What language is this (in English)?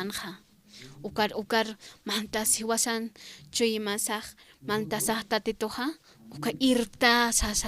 Aymara